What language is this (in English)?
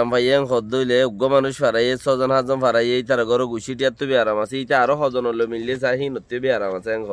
Rohingya